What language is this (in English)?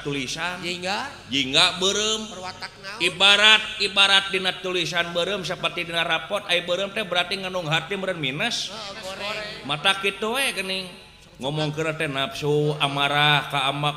Sundanese